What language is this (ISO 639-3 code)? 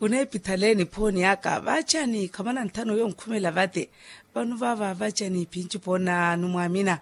vmw